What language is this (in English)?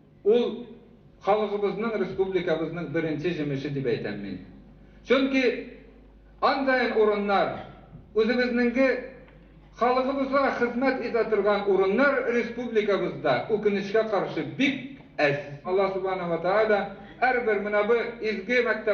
Bashkir